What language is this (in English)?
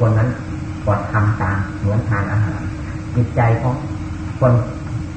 Thai